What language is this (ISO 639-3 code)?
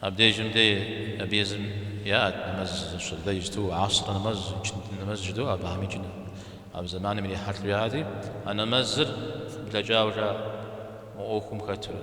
kbd